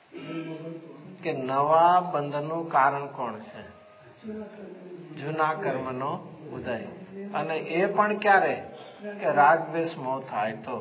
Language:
Gujarati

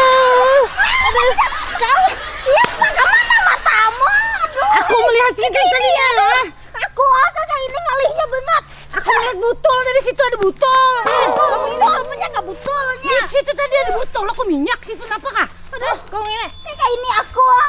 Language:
Banjar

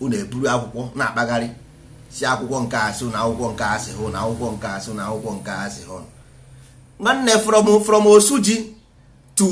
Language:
Igbo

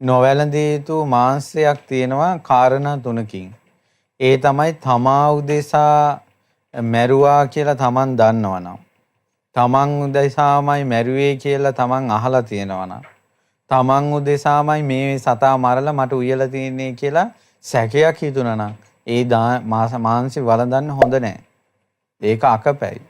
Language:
Sinhala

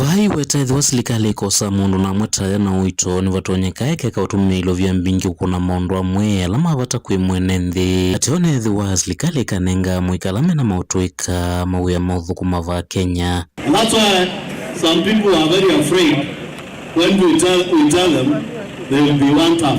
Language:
Kamba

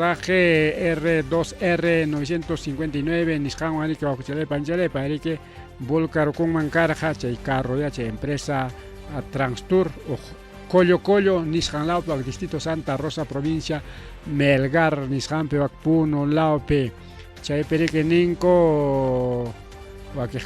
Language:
Ayacucho Quechua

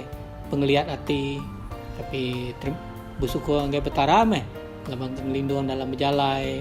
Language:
Iban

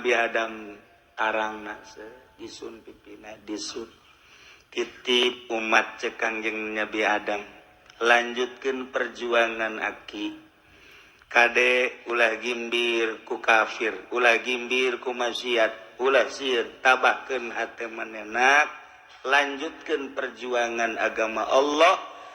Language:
Sundanese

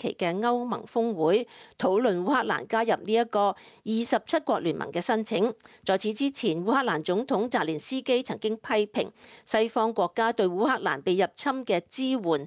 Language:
Cantonese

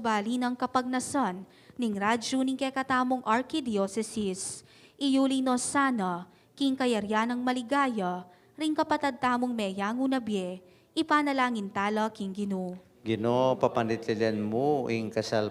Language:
Pampanga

